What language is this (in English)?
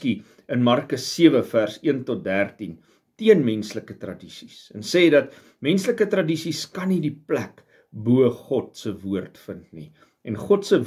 Afrikaans